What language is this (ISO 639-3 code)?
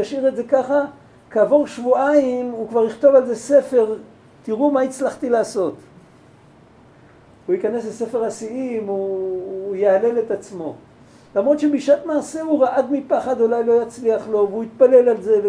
heb